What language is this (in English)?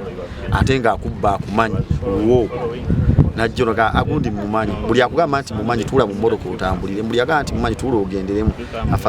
Ganda